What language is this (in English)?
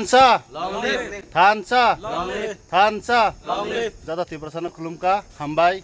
Kok Borok